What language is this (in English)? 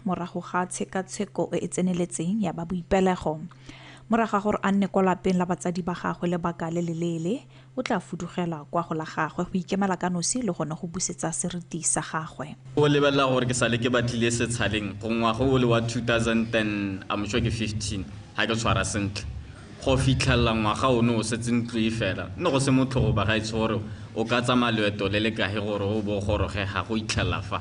Tswana